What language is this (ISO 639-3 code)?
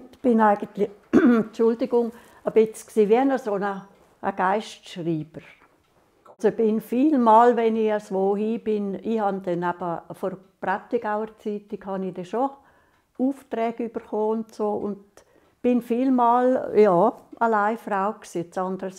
gsw